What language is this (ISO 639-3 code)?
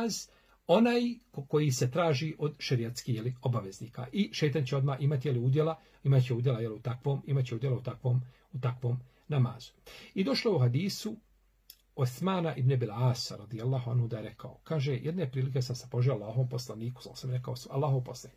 bos